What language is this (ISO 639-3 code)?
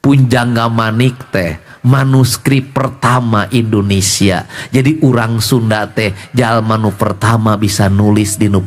sun